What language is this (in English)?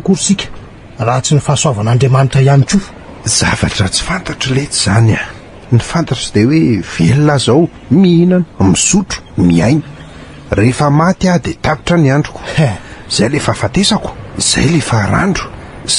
Malagasy